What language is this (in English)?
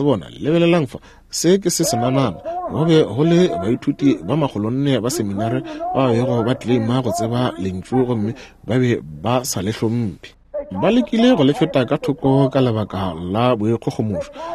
Northern Sotho